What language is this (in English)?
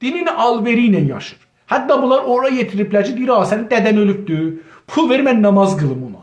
South Azerbaijani